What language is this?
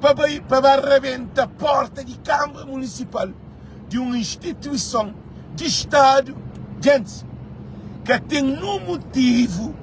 Kabuverdianu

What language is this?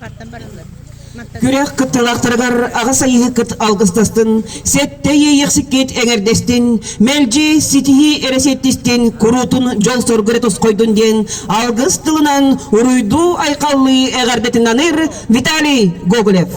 Yakut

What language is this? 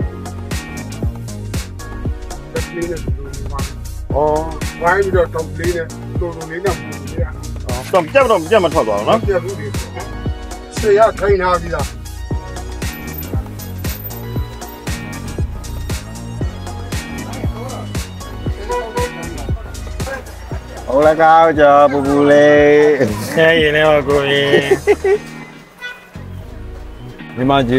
Burmese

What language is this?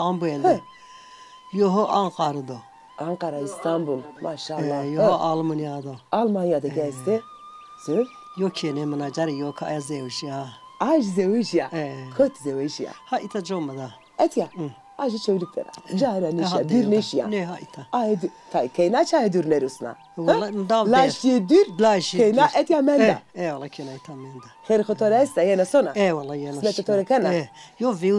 Zaza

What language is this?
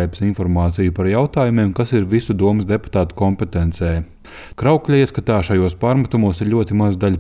Latvian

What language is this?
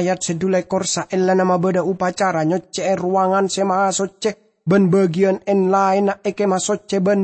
Madurese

